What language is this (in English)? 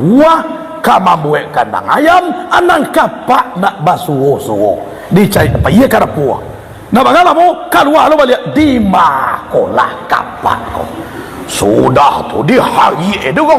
Minangkabau